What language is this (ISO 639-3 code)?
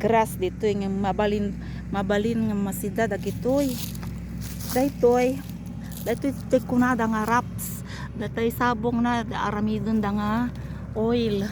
ilo